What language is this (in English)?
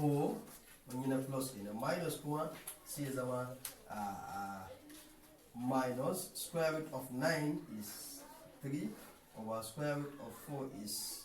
Hausa